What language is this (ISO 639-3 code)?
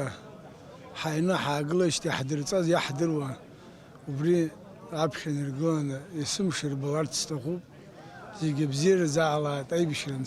abk